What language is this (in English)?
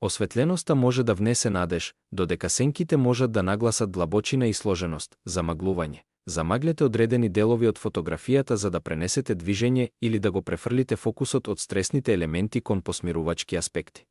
Macedonian